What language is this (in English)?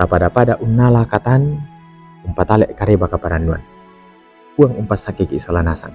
Toraja-Sa'dan